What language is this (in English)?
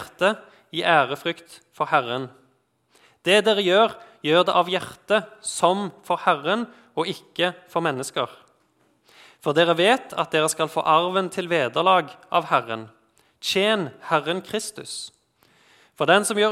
Norwegian